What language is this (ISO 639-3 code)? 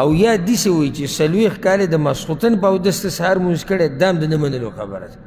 pus